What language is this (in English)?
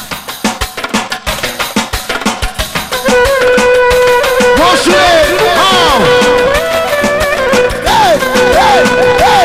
Romanian